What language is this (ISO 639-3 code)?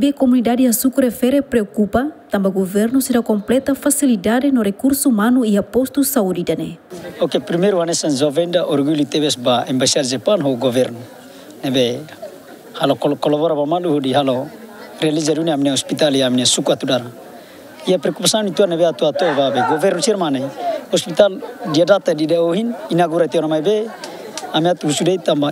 tet